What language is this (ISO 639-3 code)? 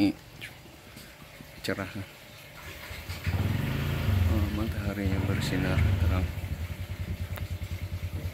ind